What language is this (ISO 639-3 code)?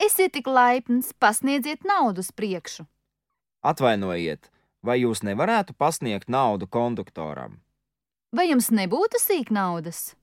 lav